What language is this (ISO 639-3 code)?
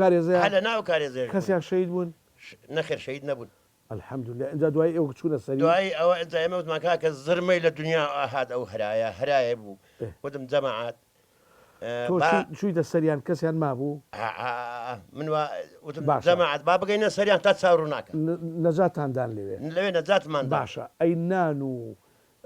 ckb